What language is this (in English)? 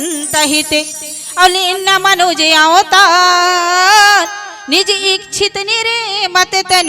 Chhattisgarhi